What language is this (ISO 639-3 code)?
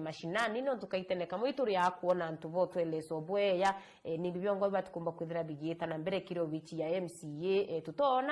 mer